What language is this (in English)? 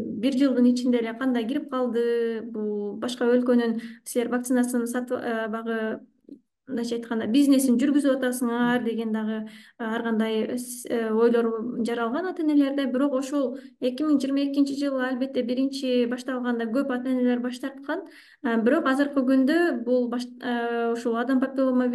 Kyrgyz